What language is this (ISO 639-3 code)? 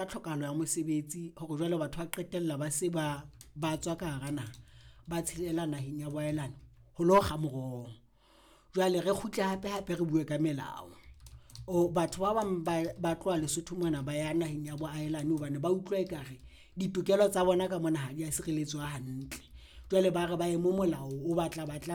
sot